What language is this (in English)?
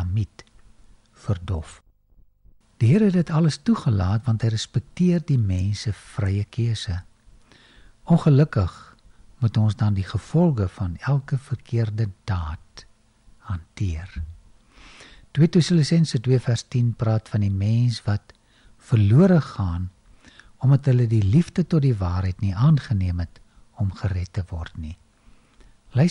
Afrikaans